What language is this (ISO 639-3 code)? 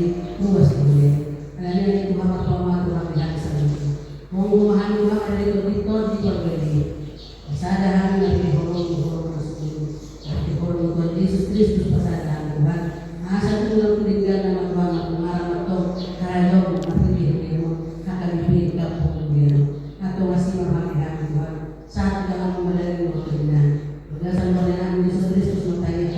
bbc